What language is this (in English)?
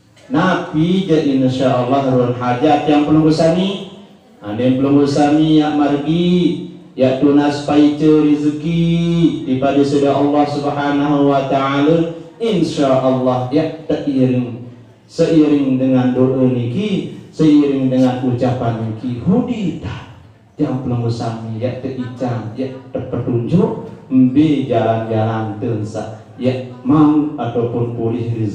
Sasak